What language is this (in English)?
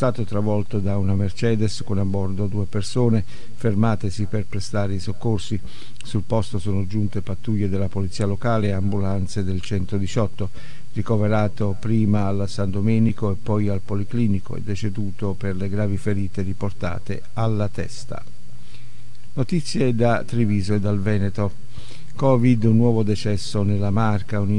Italian